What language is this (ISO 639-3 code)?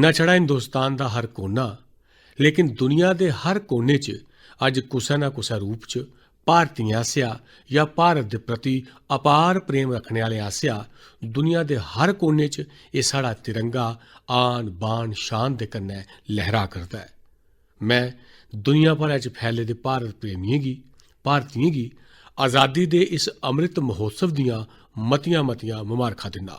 doi